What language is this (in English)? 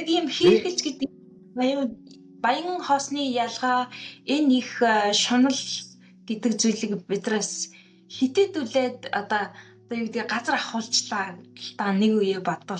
Mongolian